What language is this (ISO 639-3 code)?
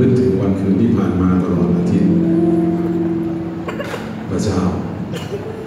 tha